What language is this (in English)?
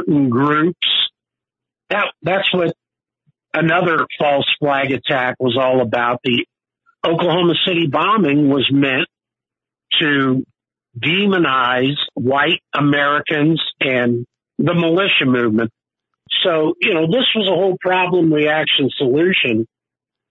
English